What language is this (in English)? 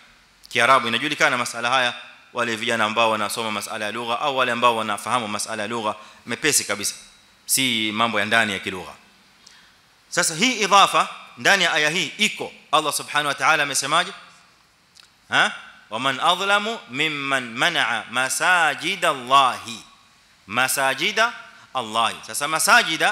Swahili